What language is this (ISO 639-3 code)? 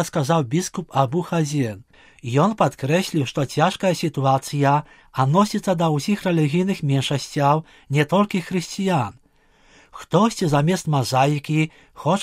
bel